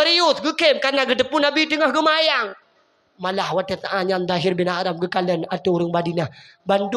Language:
Achinese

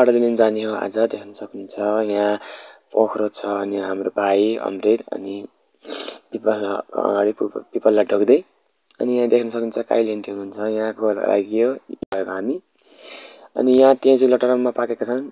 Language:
Nepali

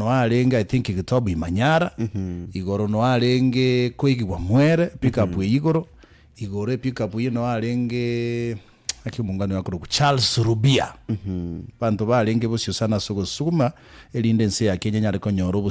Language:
Gusii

